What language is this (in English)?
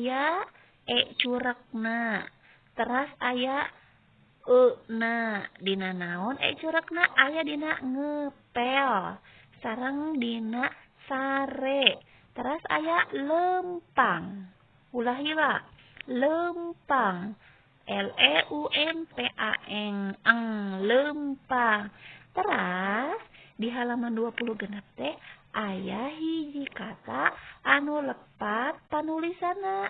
Sundanese